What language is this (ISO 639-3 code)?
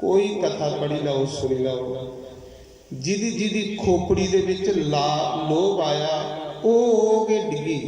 doi